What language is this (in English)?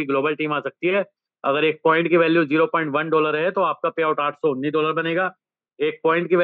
Hindi